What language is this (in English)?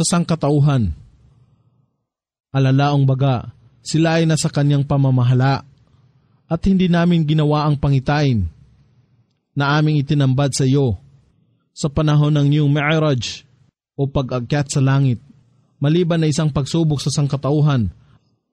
Filipino